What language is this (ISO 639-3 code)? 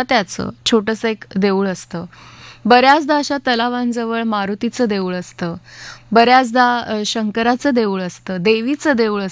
mar